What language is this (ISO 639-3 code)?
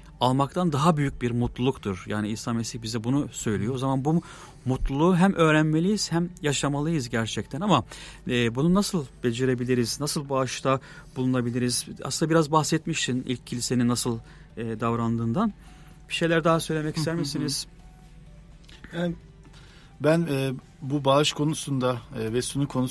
tur